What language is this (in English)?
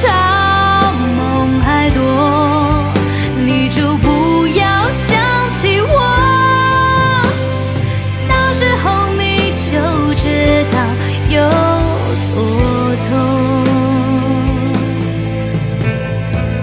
Chinese